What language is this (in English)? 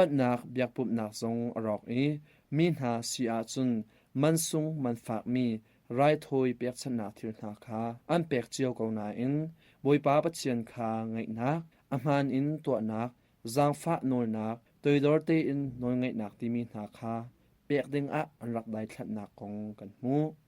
Hakha Chin